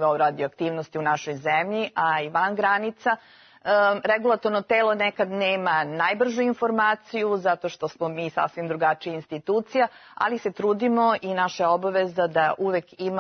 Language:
Serbian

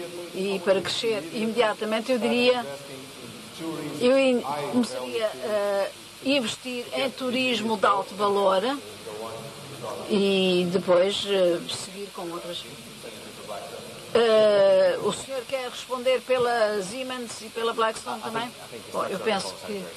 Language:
Portuguese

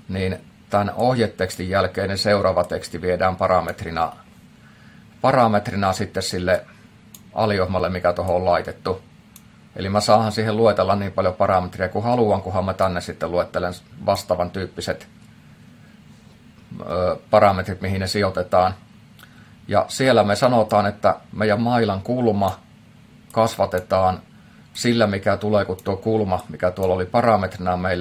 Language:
Finnish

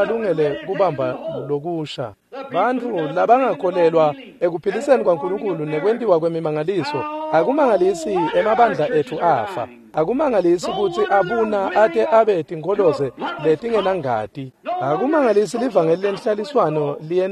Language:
Swati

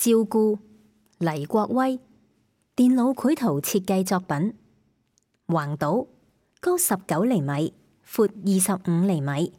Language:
Cantonese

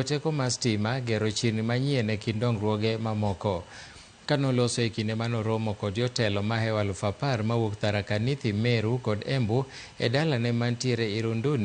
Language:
Luo (Kenya and Tanzania)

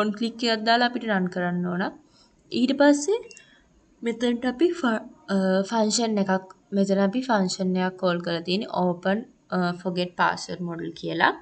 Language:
Sinhala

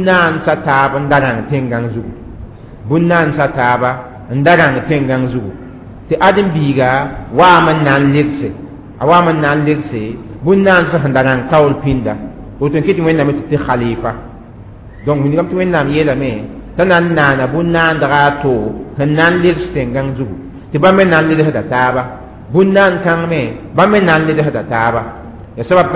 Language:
Mossi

